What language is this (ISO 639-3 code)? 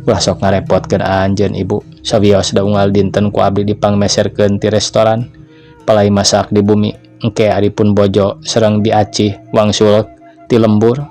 sun